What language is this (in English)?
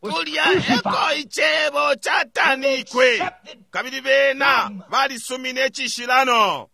Bemba